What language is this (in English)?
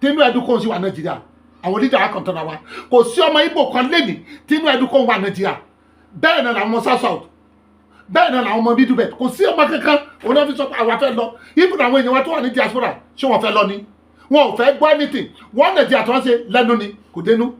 Yoruba